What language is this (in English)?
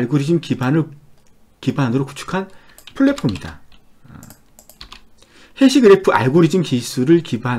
Korean